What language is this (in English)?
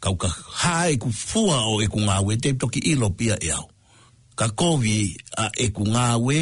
Tongan